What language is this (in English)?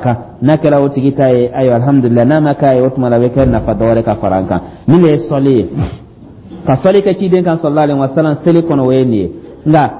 Dyula